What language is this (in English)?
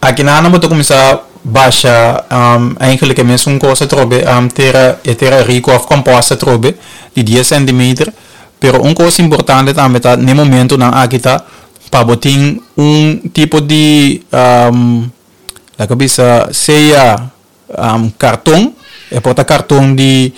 Papiamento